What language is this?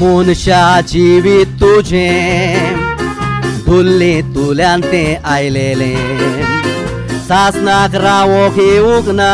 Konkani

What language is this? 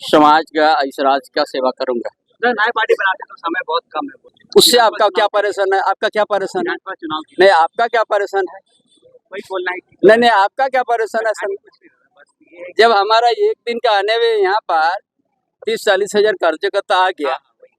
Santali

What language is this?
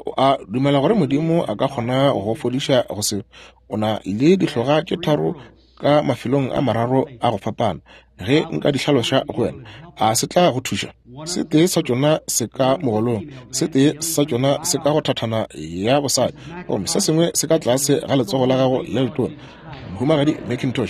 Northern Sotho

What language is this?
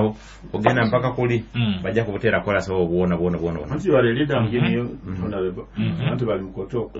Nyoro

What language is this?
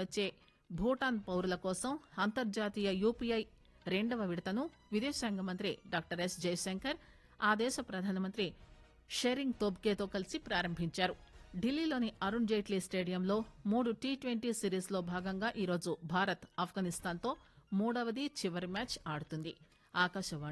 Telugu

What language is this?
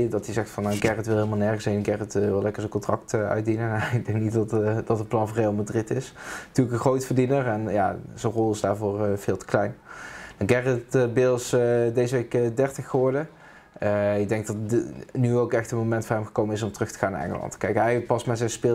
Dutch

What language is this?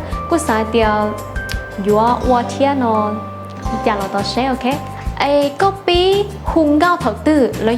Hmong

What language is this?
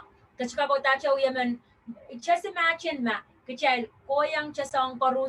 Pohnpeian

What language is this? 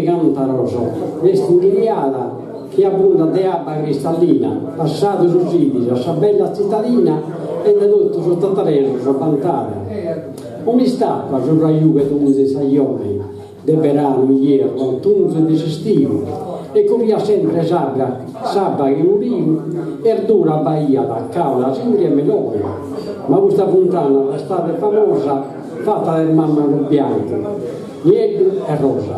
Sardinian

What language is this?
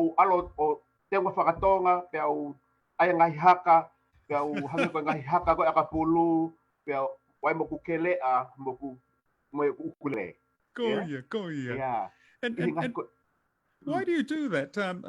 Tongan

